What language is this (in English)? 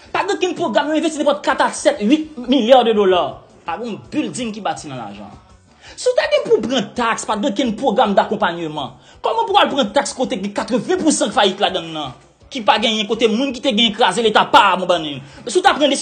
Haitian Creole